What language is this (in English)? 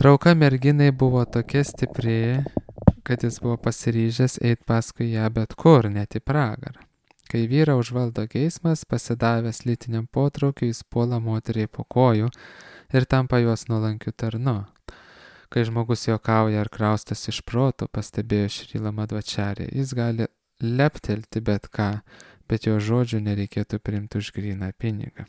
Lithuanian